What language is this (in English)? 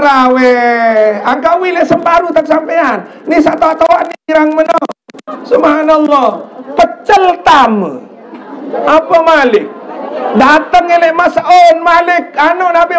Sasak